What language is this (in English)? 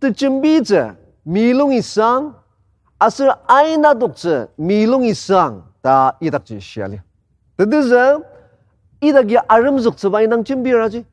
Ao Naga